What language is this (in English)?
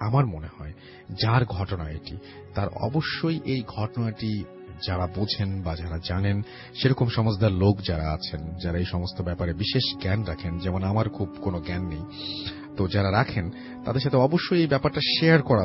Bangla